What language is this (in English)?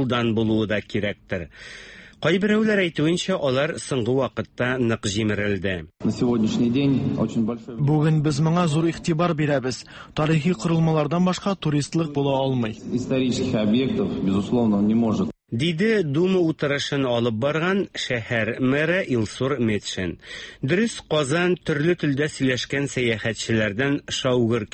Tatar